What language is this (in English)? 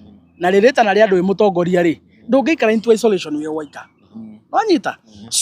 Kikuyu